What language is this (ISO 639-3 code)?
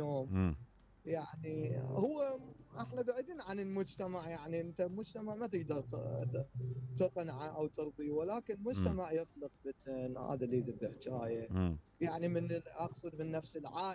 acm